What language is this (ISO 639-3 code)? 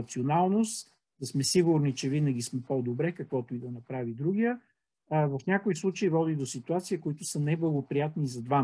bul